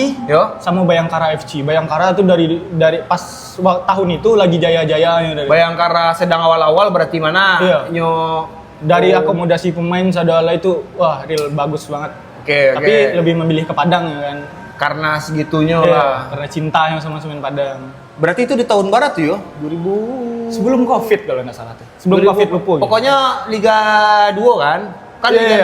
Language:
Minangkabau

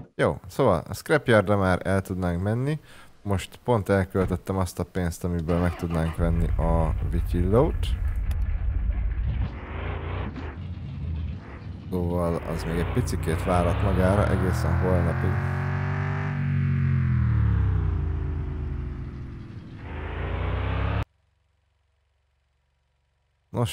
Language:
Hungarian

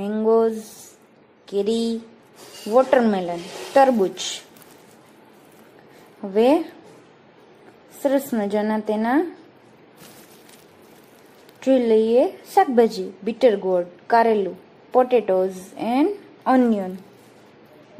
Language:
Gujarati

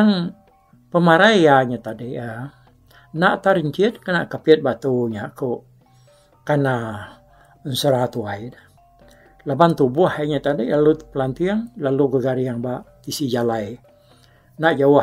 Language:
Iban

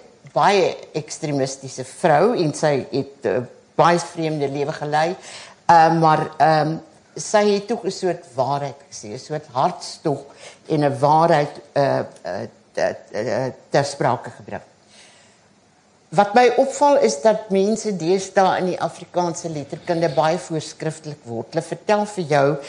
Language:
Afrikaans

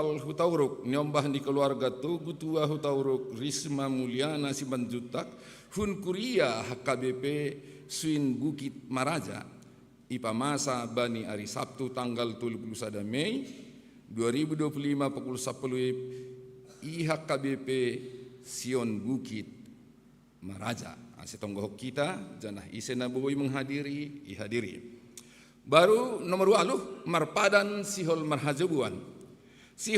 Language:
Batak Simalungun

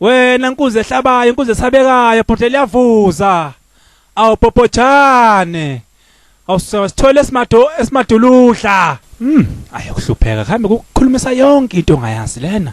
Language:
Zulu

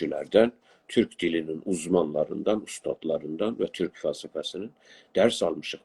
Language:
South Azerbaijani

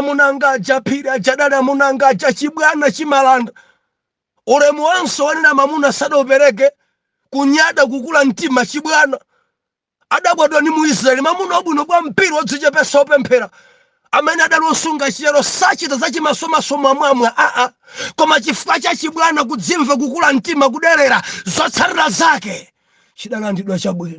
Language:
Nyanja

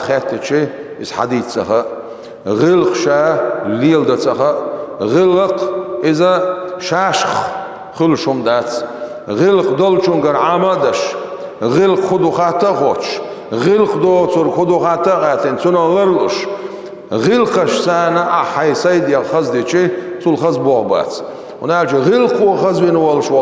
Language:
Chechen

